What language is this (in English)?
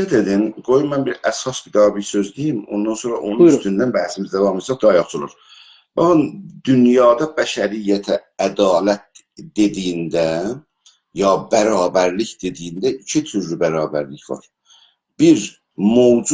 South Azerbaijani